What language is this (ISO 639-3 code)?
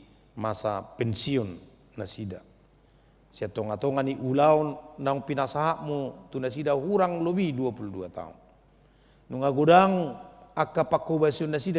bbc